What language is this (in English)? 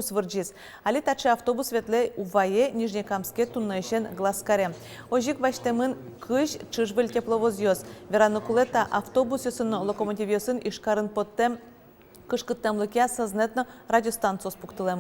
Udmurt